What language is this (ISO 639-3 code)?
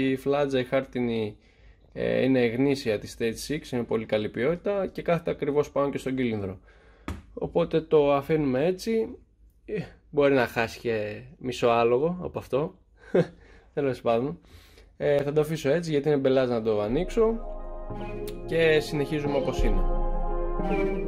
ell